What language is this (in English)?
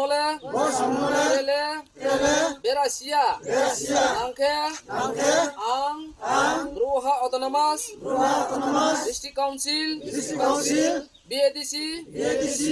Riang (India)